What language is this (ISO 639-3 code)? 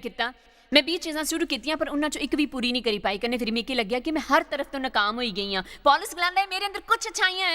doi